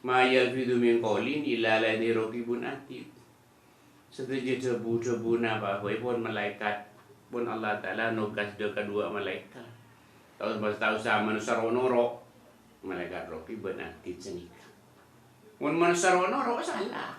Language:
Madurese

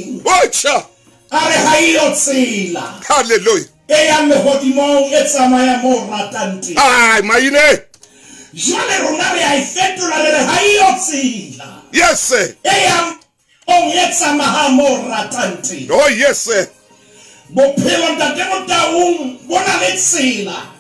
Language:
Southern Sotho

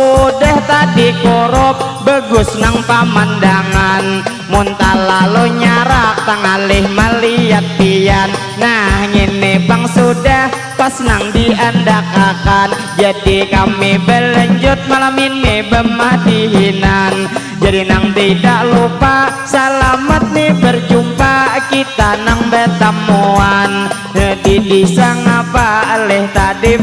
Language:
Banjar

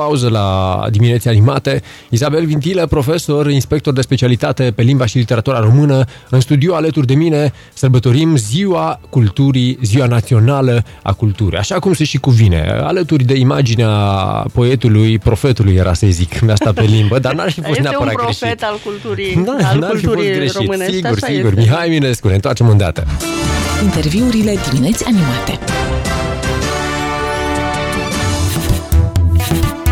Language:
Romanian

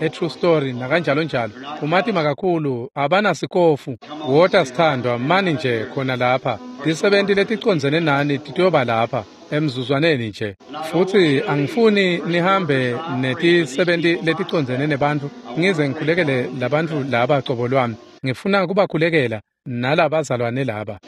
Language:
Swati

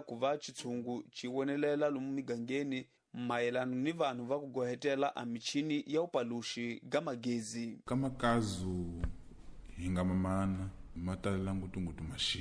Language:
Tsonga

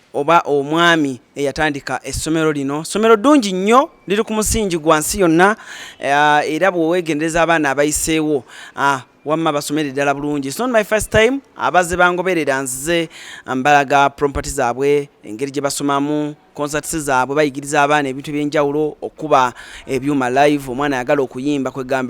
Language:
Ganda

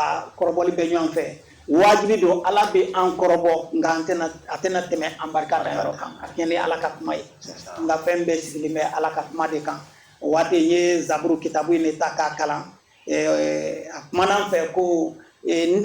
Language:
Bambara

